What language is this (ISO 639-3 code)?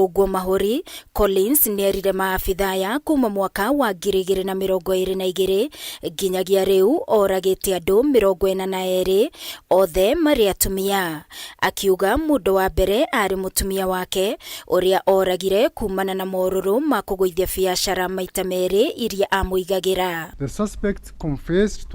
kik